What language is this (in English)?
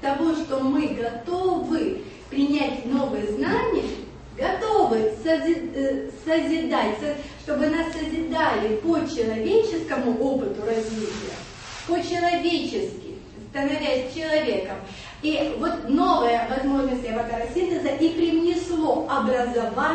Russian